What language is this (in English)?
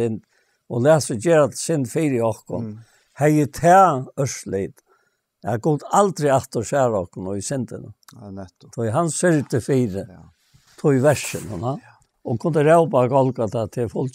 Faroese